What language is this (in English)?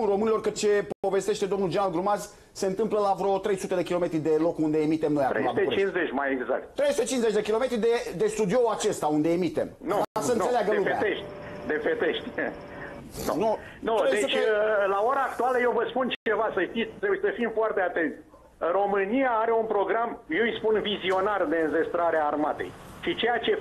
Romanian